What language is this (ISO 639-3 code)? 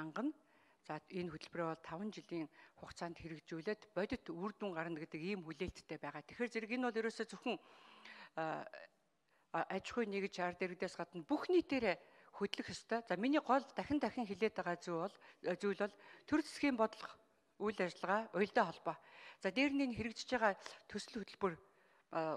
mon